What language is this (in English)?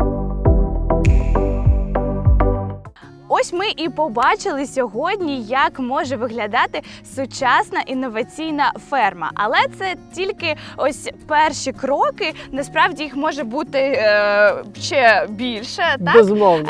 Ukrainian